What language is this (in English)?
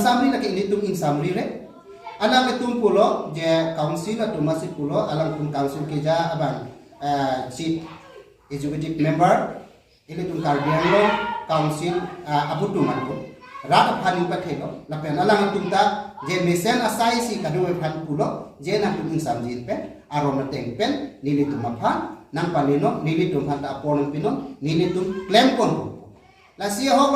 Karbi